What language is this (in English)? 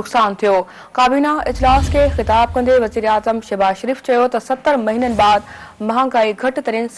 Sindhi